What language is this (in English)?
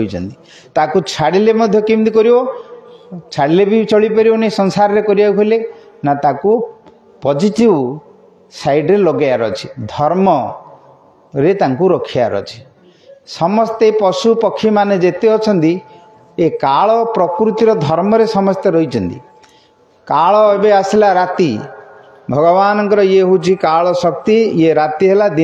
Odia